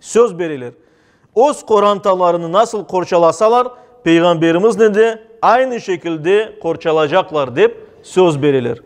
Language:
Crimean Tatar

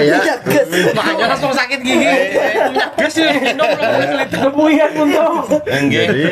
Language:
Banjar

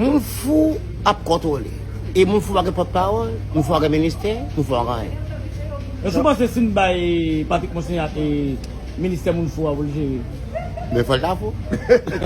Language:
Haitian Creole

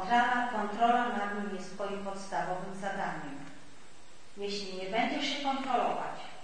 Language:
Polish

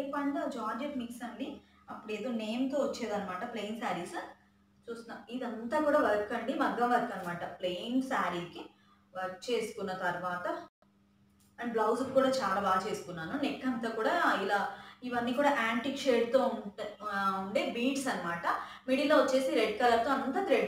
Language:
Telugu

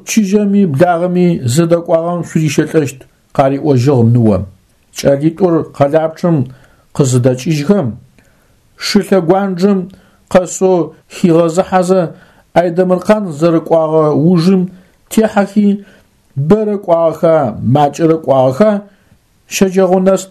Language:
Adyghe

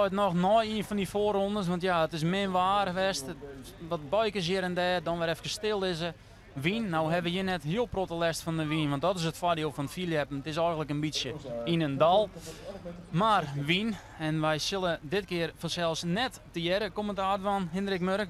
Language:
Western Frisian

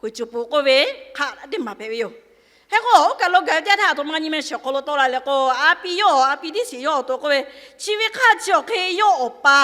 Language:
Lahu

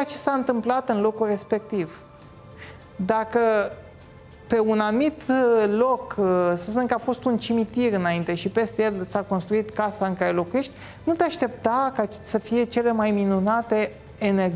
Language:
Romanian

